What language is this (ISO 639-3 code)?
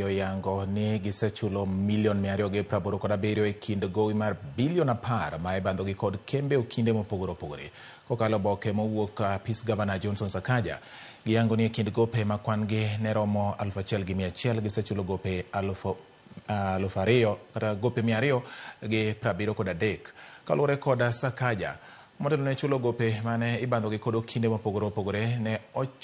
luo